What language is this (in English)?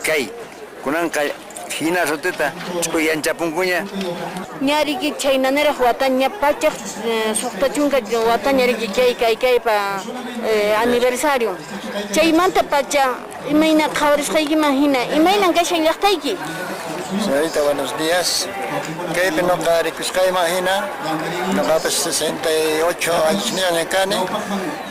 Quechua